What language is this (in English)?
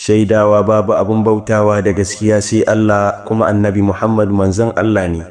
Hausa